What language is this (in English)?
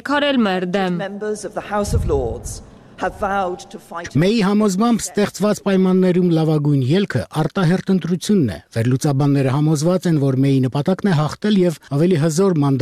Armenian